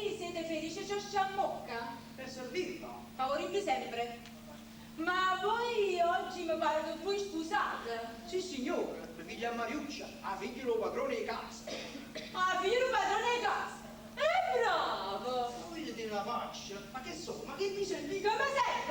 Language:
Neapolitan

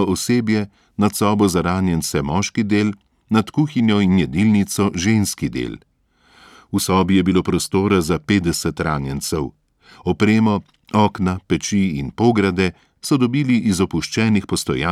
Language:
Slovenian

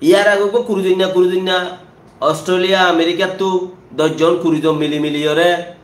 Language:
Rohingya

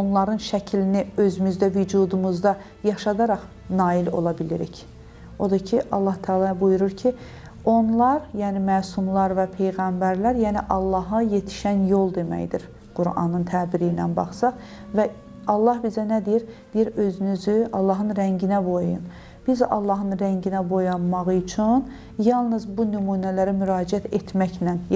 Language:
Azerbaijani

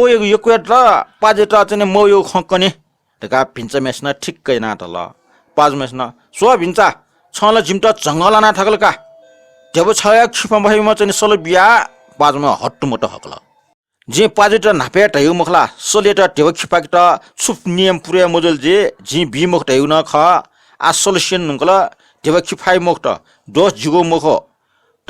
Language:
Newari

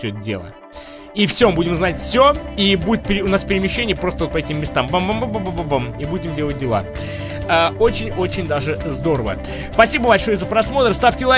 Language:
Russian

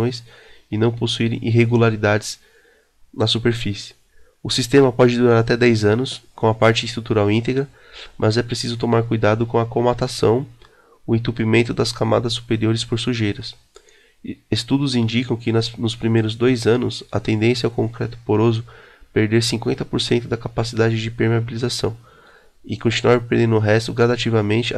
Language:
Portuguese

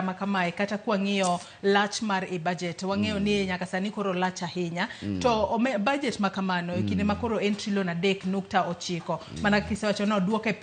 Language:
Luo (Kenya and Tanzania)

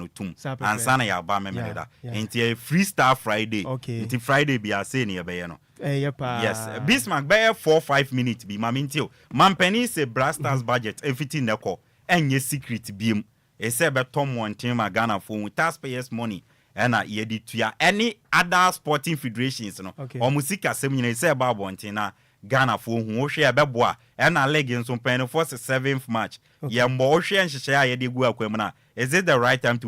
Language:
Akan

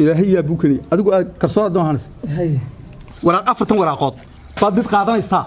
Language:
Somali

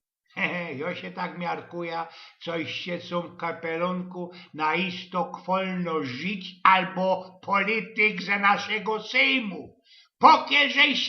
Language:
Silesian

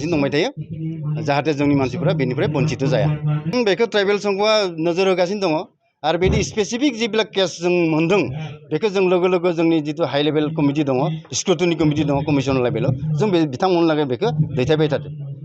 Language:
Bodo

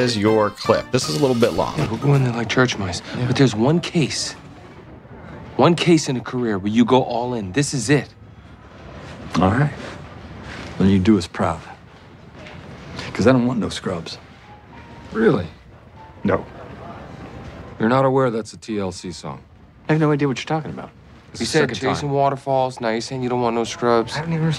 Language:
English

